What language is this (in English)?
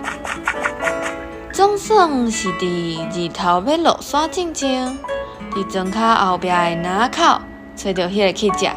Min Nan Chinese